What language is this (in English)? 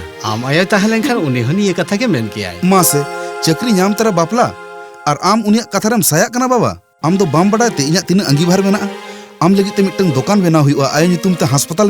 Santali